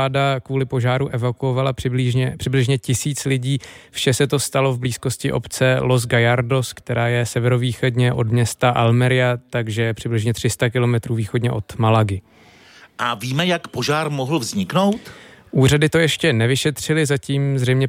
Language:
Czech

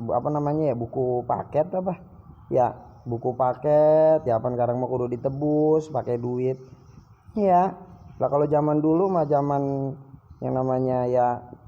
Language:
Betawi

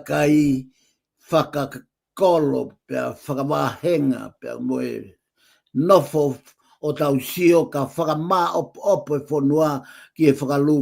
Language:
Tongan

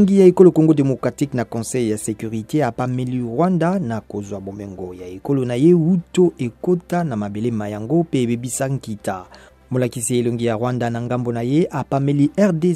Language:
Lingala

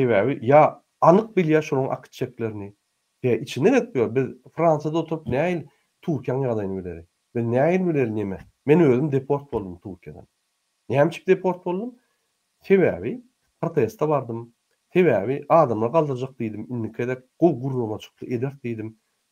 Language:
Turkmen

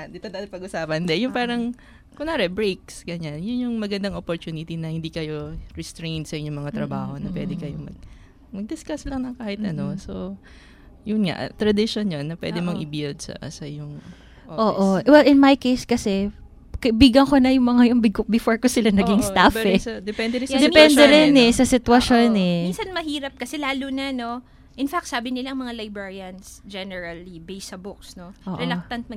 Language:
Filipino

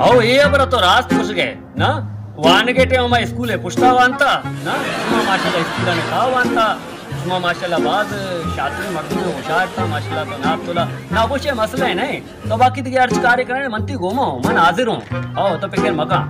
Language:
Baluchi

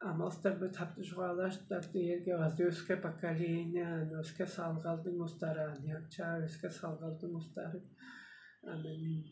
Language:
Tuvinian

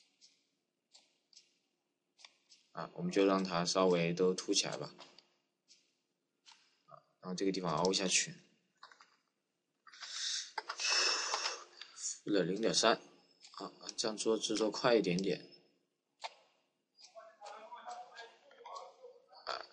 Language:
Chinese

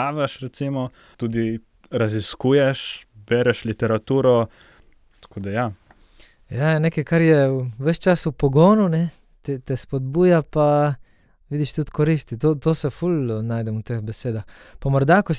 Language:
Slovenian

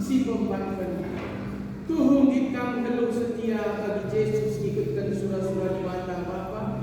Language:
Batak Karo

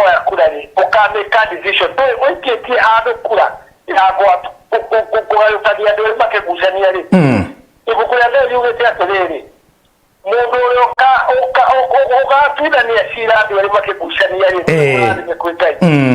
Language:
Kikuyu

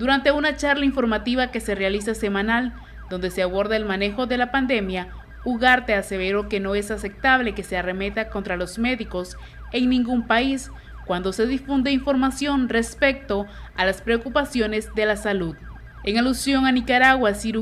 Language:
Spanish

